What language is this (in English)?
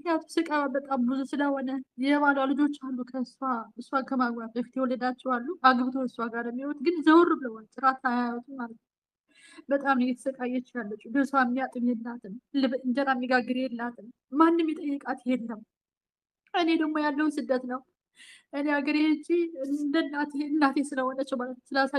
Amharic